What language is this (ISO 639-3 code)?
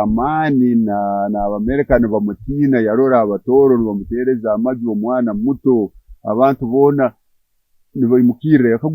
nyn